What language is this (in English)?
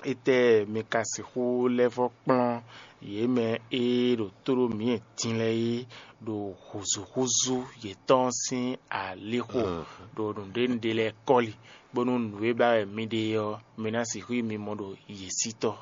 Fon